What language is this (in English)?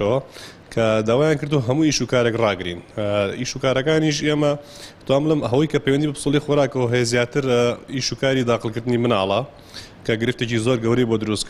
Central Kurdish